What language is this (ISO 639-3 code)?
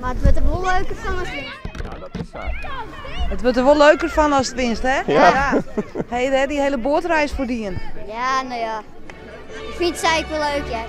fry